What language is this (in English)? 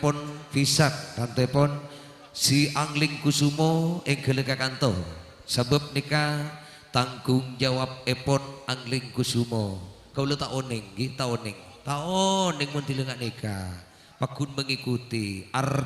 Madurese